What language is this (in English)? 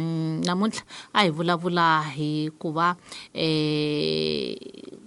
Tsonga